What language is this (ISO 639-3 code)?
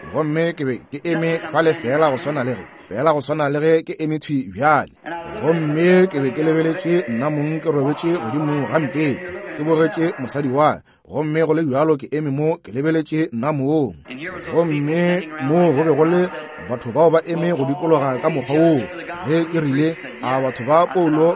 nso